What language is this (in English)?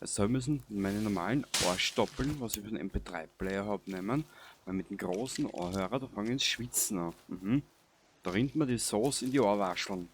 Bavarian